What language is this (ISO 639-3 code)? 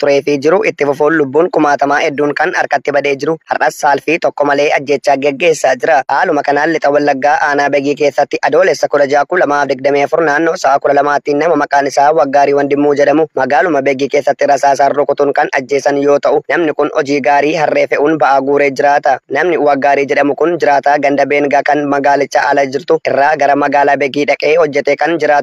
orm